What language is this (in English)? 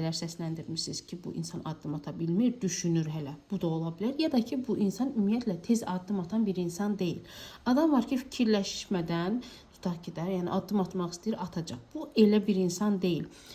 Azerbaijani